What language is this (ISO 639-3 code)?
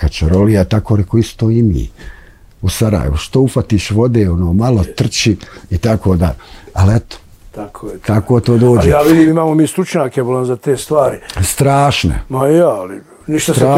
bos